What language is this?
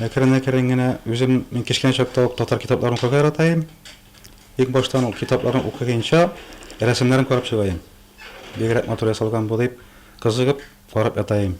Tatar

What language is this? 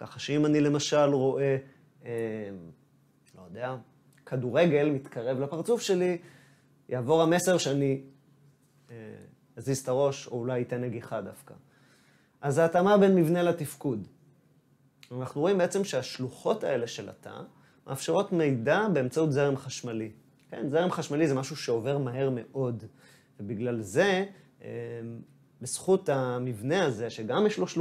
Hebrew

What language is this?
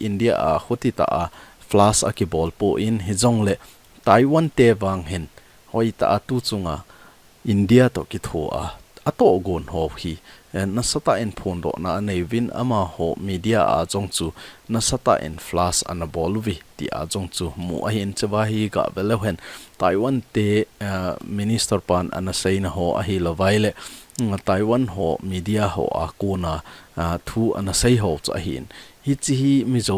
Thado Chin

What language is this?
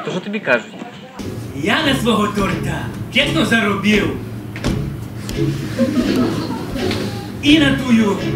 Ukrainian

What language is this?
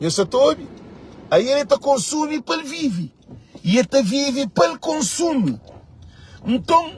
Kabuverdianu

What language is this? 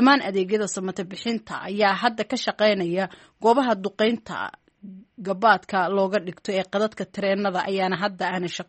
Somali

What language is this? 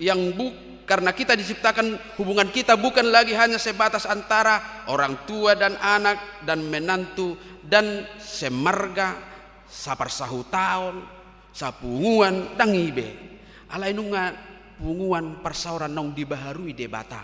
Batak Toba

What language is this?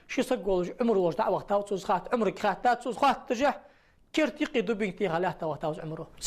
Ingush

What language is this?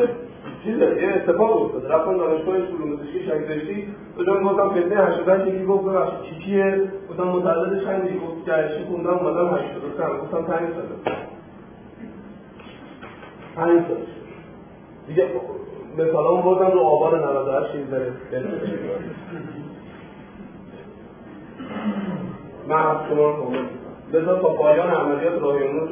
Persian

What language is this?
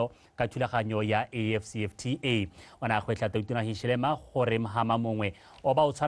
Tswana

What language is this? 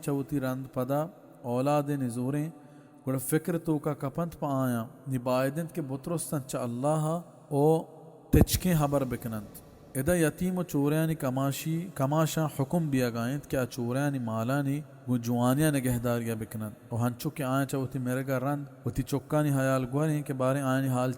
Baluchi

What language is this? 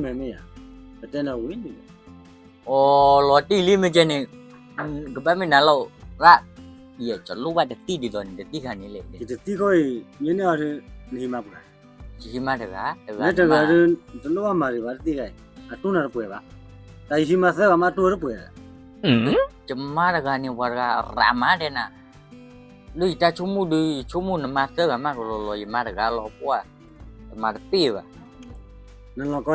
S'gaw Karen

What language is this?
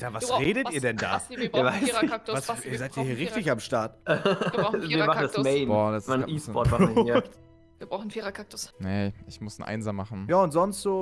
German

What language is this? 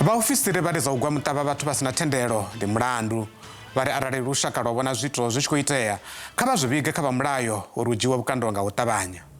Venda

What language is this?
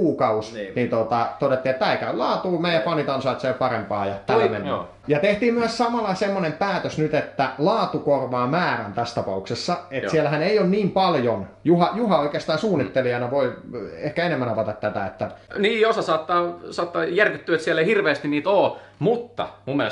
Finnish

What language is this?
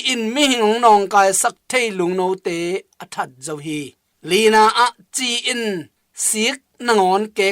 Tedim Chin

